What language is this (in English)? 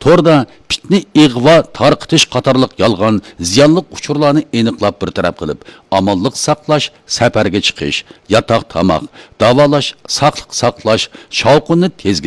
Uyghur